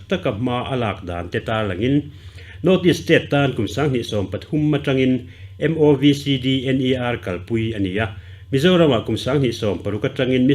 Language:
Mizo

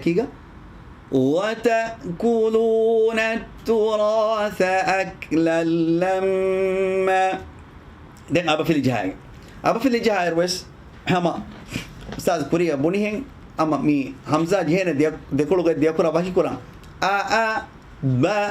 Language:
Divehi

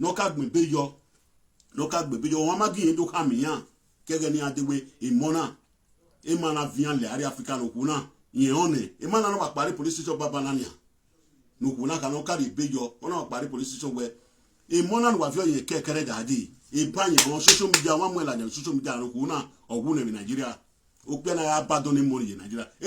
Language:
Nigerian Pidgin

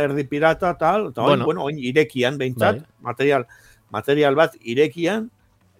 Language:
Basque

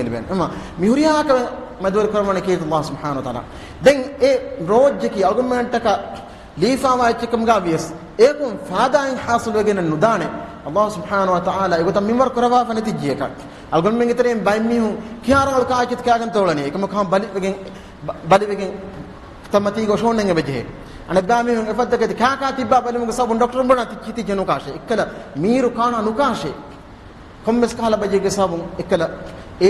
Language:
Divehi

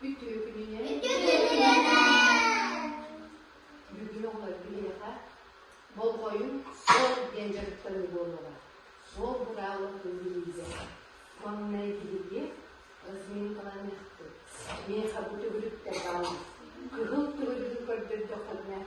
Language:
Yakut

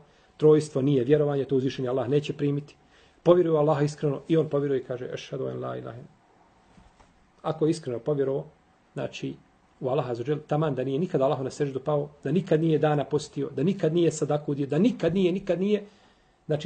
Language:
Bosnian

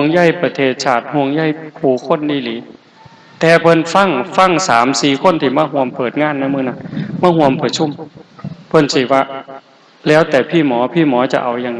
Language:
Lao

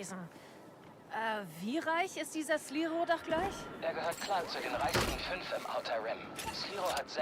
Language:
Bavarian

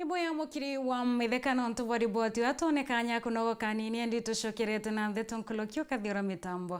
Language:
Meru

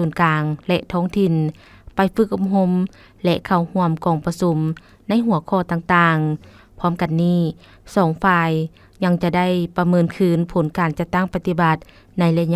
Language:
Lao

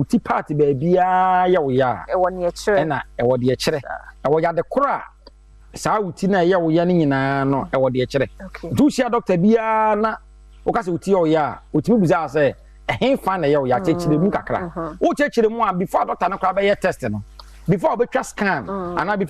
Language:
Akan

